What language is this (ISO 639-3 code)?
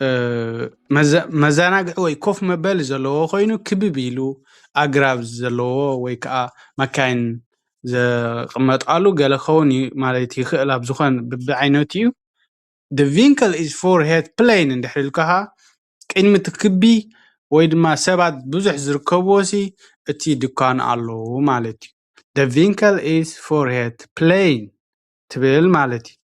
tir